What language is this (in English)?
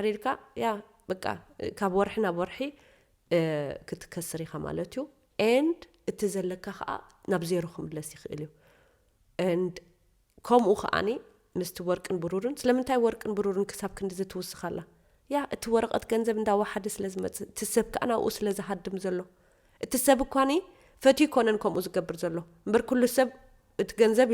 Tigrinya